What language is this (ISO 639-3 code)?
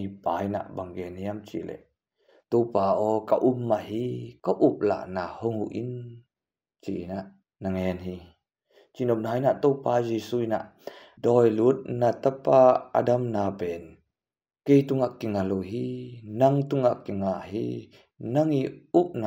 ctd